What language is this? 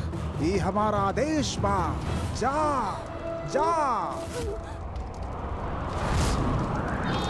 Bhojpuri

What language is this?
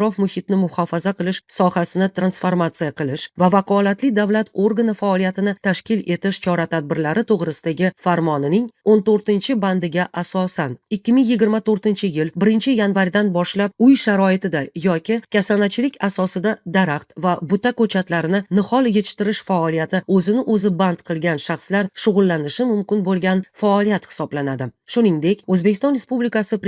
Uzbek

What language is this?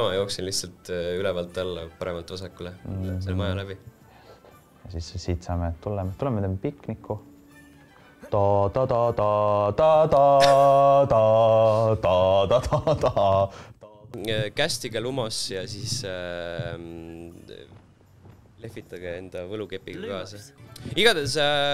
Estonian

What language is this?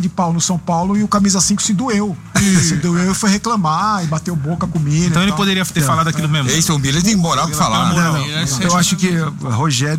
Portuguese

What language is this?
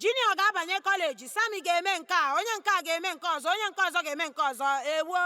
Igbo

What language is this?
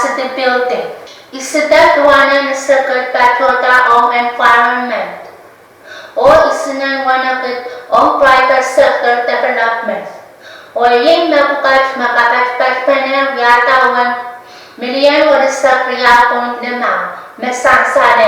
Pohnpeian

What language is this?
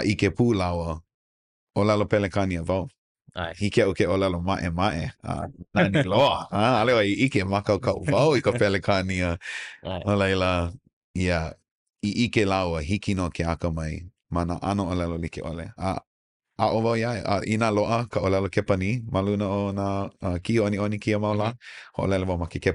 Hawaiian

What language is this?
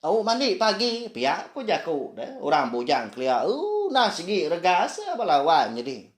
Iban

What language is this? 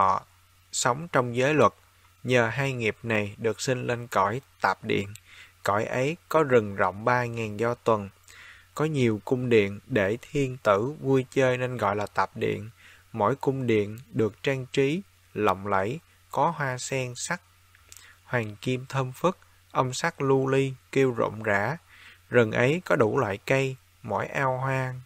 Vietnamese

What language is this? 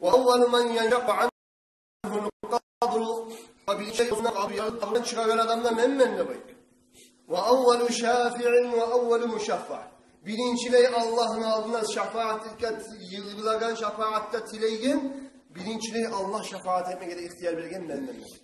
Kumyk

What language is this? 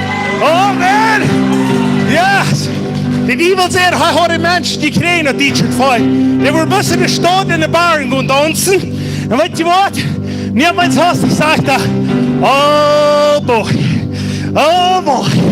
Plautdietsch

